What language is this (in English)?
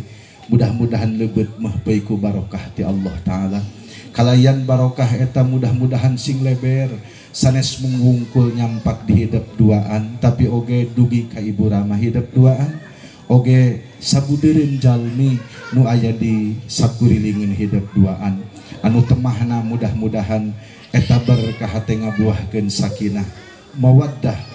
Sundanese